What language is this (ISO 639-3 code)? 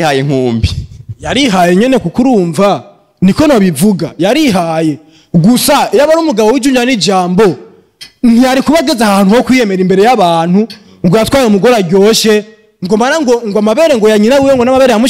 run